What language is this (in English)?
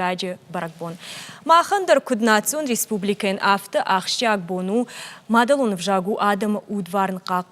Ossetic